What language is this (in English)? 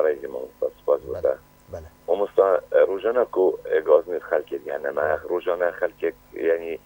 Kurdish